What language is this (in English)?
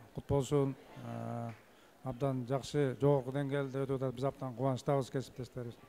Kyrgyz